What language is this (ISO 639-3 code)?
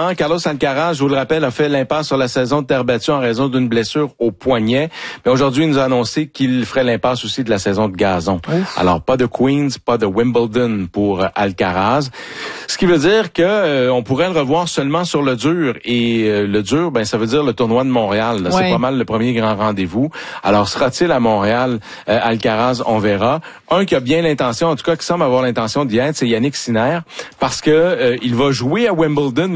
fra